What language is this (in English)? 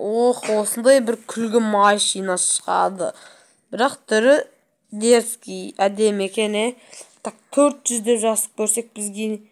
Kazakh